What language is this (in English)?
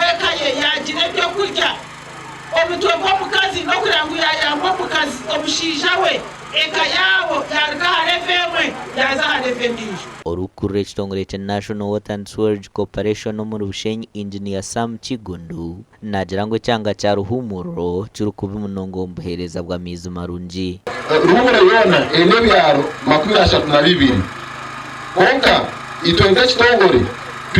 Nyankole